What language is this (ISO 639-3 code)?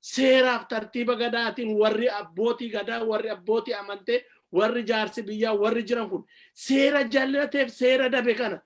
orm